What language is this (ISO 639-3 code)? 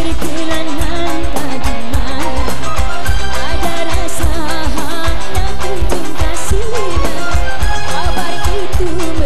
ind